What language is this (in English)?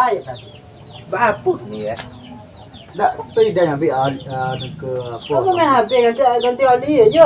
Minangkabau